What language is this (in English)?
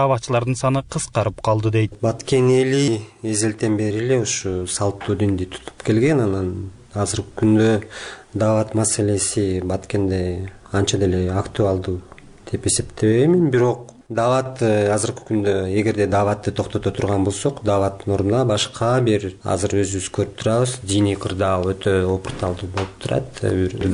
Kyrgyz